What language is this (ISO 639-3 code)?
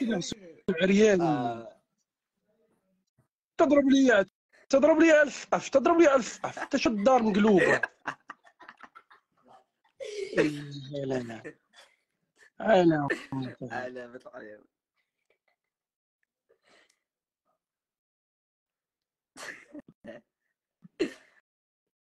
ary